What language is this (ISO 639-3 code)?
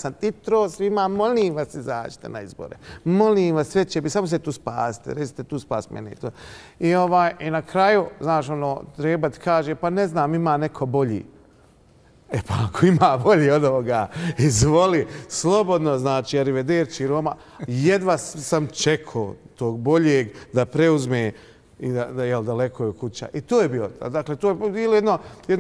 bos